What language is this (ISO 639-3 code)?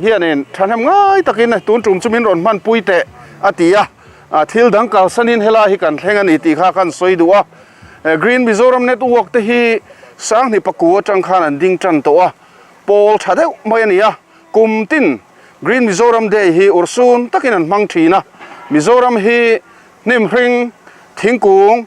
lus